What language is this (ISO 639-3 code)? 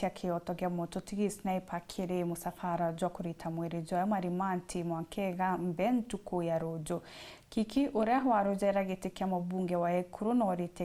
mer